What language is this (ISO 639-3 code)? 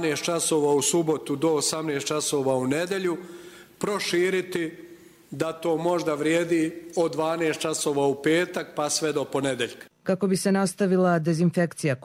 hrv